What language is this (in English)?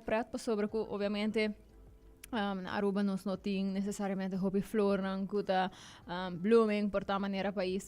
Papiamento